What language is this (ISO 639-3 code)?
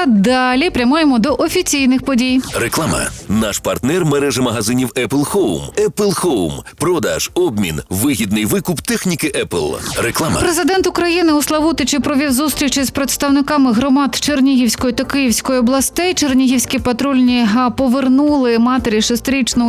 ukr